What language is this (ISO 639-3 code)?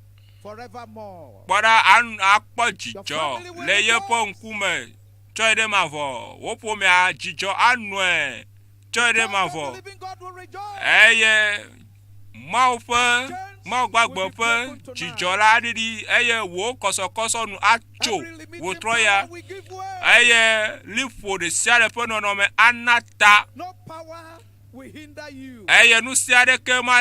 ewe